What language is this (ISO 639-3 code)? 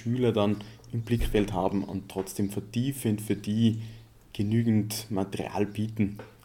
deu